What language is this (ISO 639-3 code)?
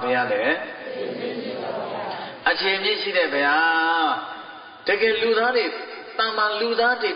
mya